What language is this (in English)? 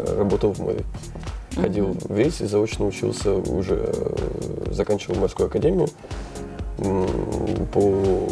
Russian